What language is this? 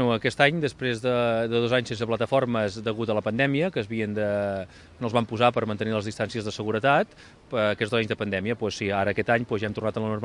Catalan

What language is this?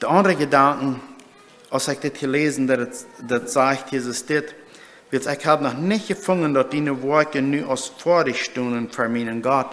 Plautdietsch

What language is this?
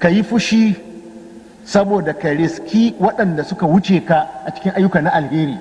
Hausa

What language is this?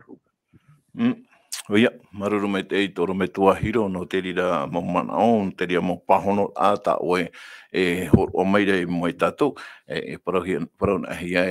Tahitian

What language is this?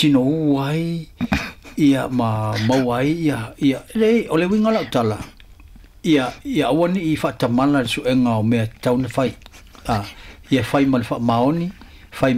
Samoan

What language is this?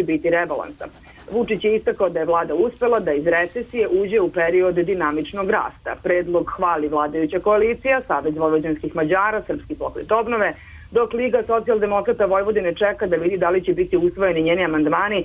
Serbian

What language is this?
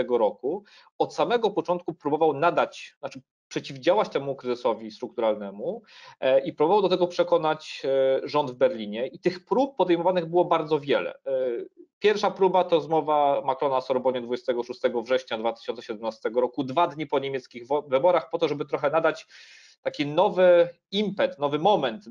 Polish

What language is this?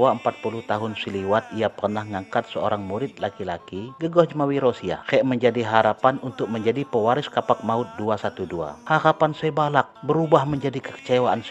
Lampung Api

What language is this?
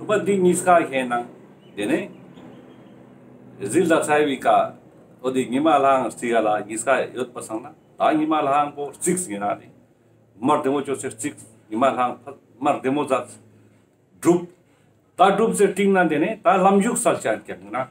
Ladakhi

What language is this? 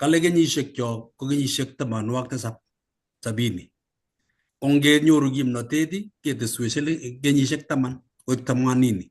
Kalenjin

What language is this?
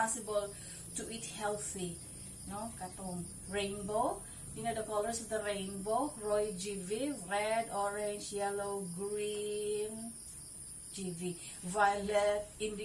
Cebuano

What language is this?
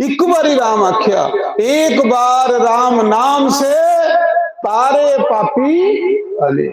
Dogri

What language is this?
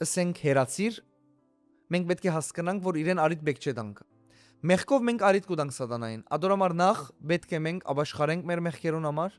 Western Armenian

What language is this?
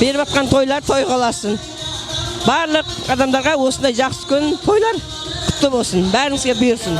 Kara-Kalpak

